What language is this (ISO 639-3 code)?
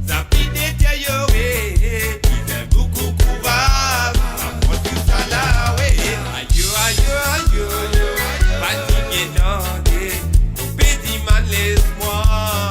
mfe